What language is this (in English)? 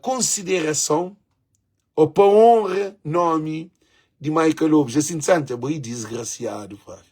Kabuverdianu